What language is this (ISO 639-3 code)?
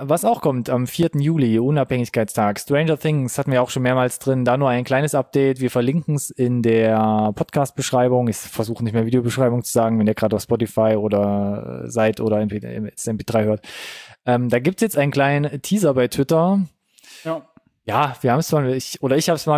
deu